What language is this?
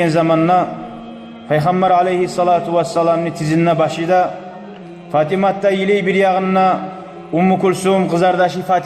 Kumyk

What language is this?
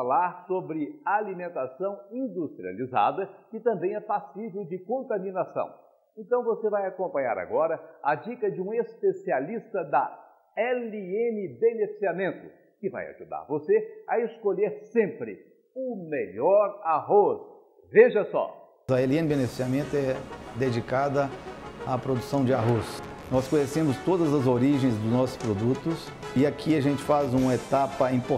Portuguese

